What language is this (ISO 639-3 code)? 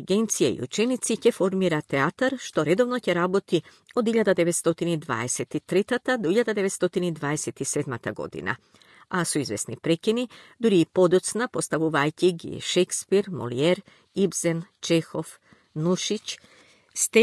mkd